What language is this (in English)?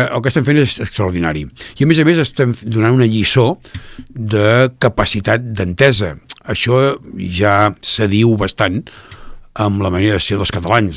Catalan